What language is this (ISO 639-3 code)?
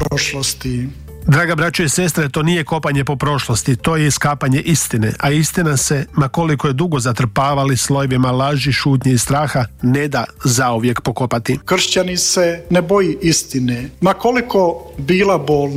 hrv